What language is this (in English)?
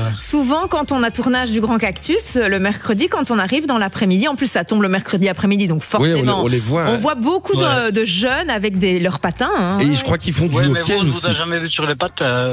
French